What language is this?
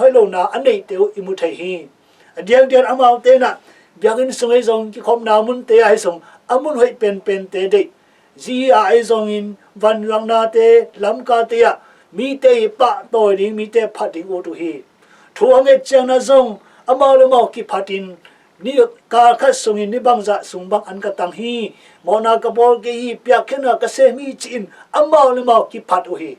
Tedim Chin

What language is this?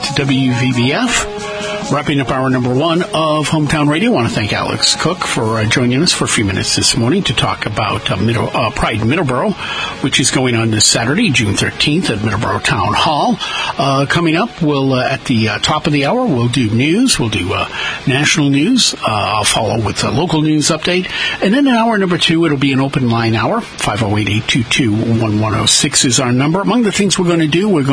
English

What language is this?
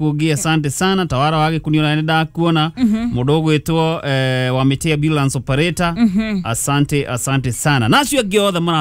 Kikuyu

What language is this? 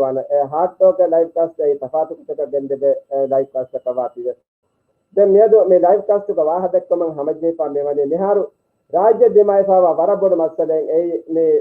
Divehi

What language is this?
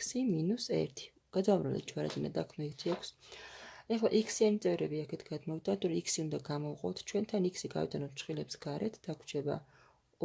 Georgian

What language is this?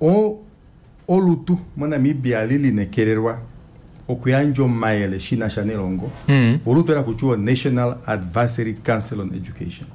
Kuanyama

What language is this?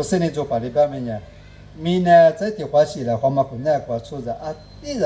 Lisu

